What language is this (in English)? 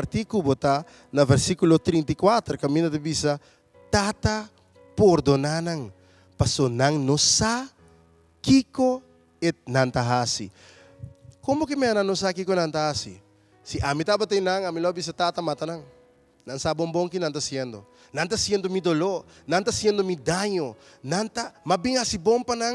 Papiamento